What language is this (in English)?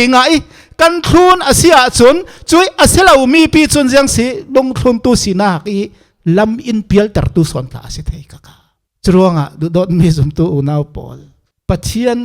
Falam Chin